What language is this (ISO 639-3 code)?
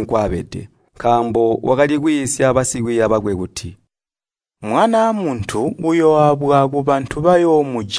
toi